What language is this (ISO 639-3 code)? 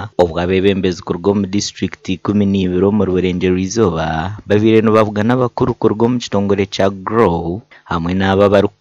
nyn